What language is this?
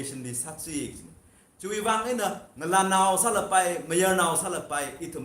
Tangkhul Naga (India)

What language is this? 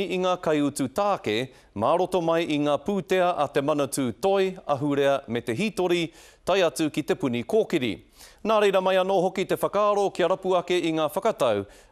Māori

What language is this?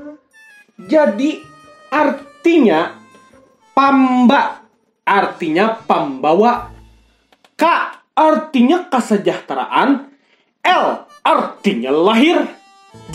Banjar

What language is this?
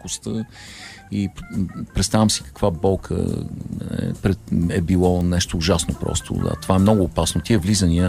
Bulgarian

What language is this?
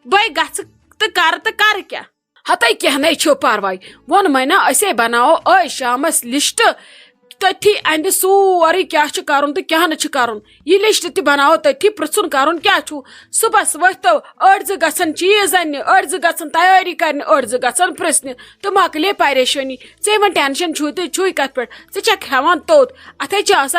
Kashmiri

